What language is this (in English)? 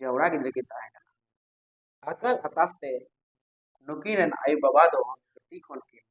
Santali